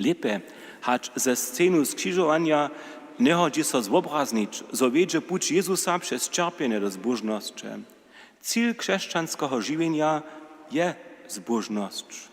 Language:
Upper Sorbian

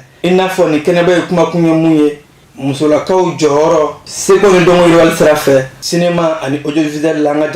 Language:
Bambara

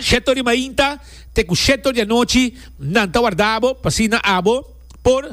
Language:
Papiamento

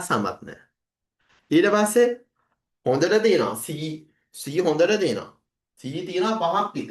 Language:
Sinhala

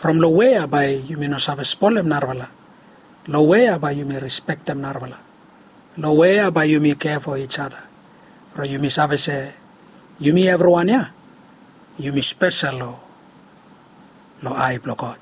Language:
Bislama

